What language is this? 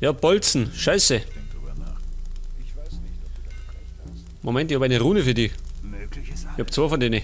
Bavarian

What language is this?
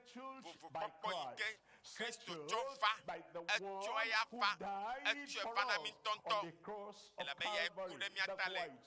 Ewe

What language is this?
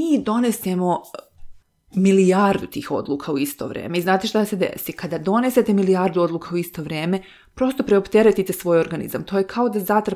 Serbian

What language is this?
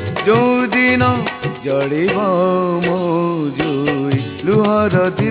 Odia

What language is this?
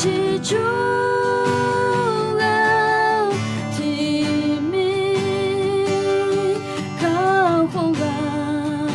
Akha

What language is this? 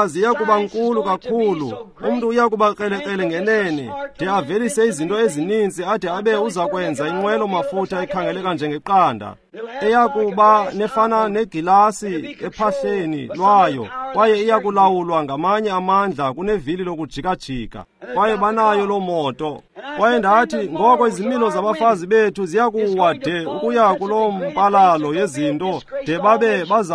Xhosa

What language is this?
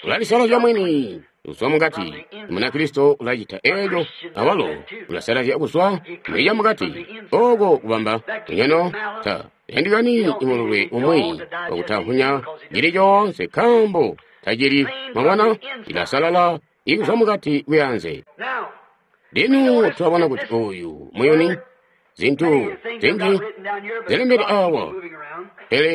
Tonga (Zambia)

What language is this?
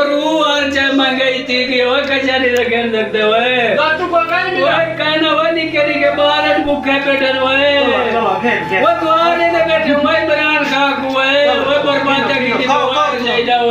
Saraiki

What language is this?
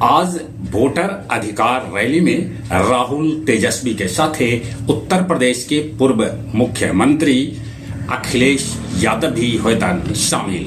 Magahi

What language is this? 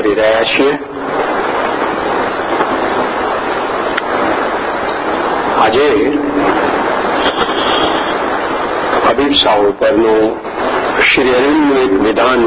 Gujarati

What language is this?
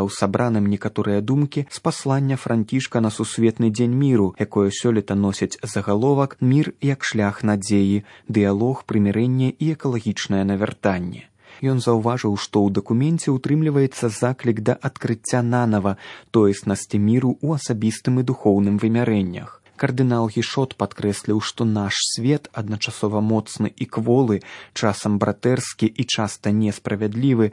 Belarusian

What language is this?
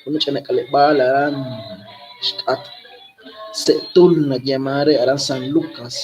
Kekchí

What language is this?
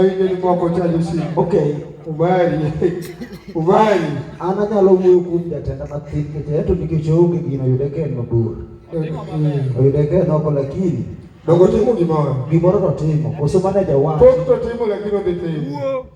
Luo (Kenya and Tanzania)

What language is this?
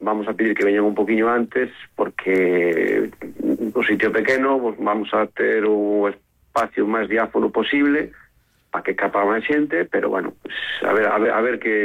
Galician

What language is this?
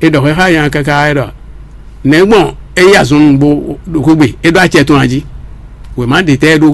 Fon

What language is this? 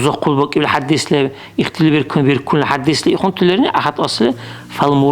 Dargwa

